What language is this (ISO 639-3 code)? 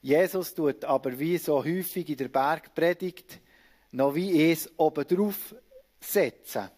gsw